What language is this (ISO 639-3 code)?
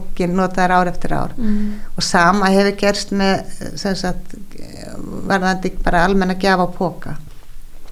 isl